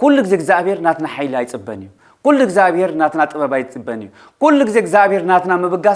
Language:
Tigrinya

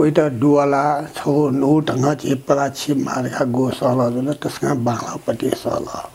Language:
Newari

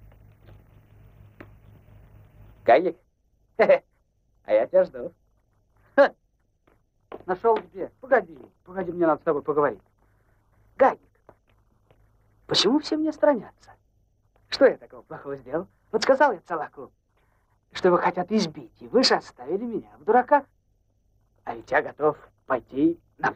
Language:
Russian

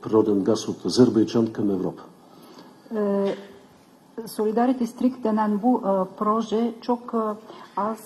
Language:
Bulgarian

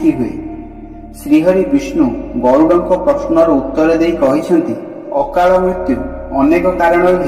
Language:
Odia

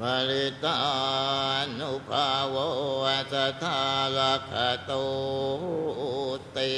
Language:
Pali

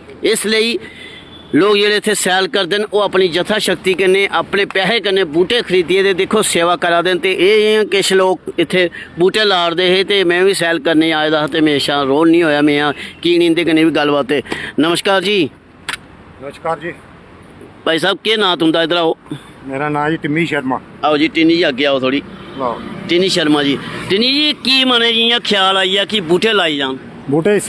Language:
Dogri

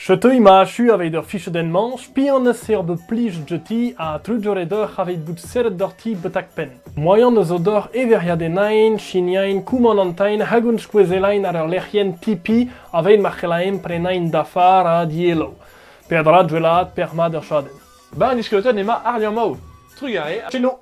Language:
Breton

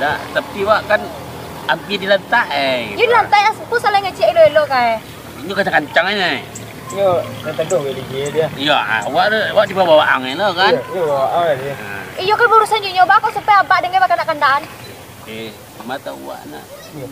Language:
Minangkabau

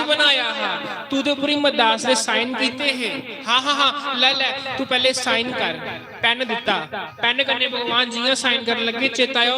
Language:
Dogri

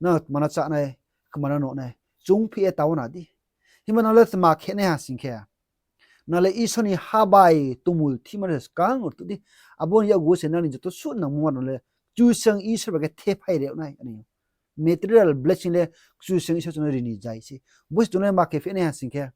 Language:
Riang (India)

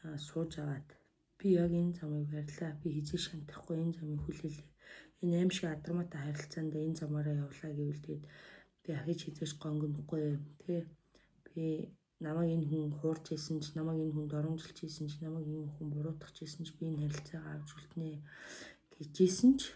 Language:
Mongolian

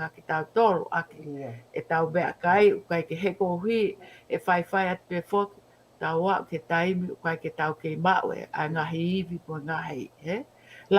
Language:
Tongan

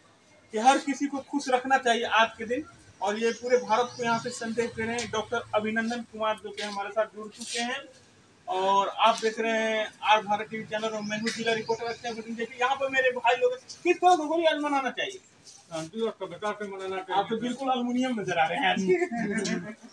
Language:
Hindi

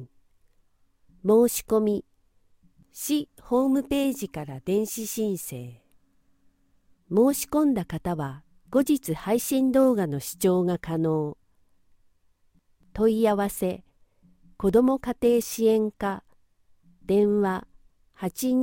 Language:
Japanese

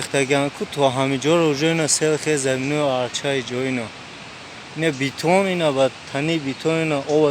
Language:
Tajik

